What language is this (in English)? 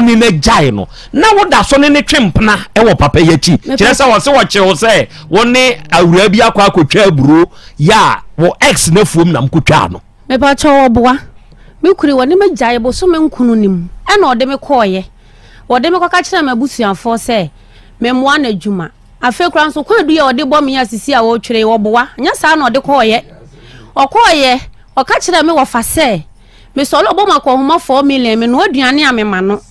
Akan